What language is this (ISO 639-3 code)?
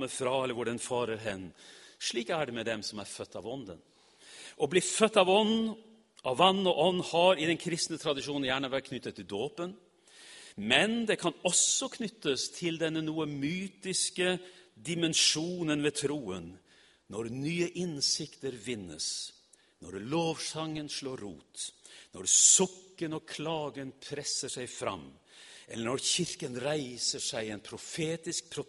nor